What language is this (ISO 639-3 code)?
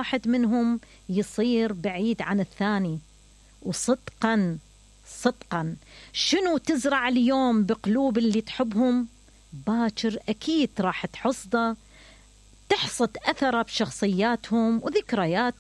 acm